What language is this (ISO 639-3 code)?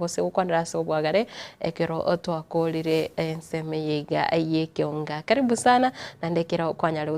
guz